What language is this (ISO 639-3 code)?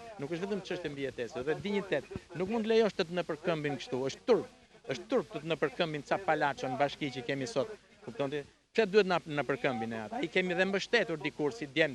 sqi